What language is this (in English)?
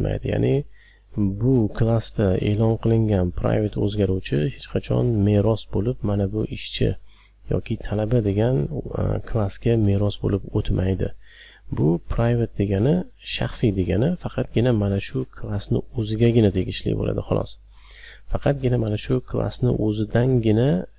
Uzbek